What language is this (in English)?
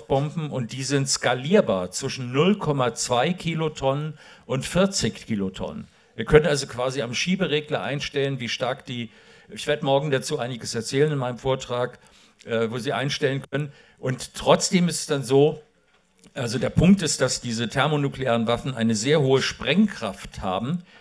German